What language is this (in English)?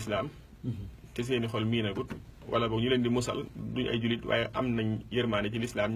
Wolof